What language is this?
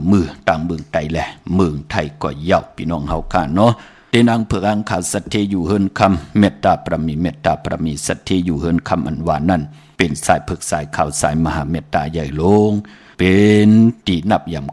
Shan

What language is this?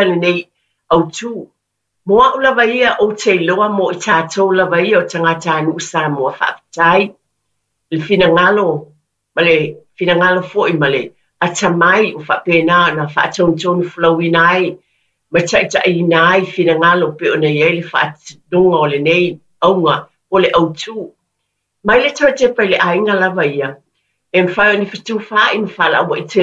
Samoan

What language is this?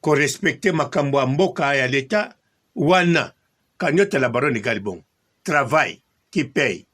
Lingala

